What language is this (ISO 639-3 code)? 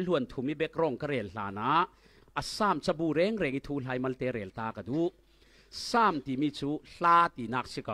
cfm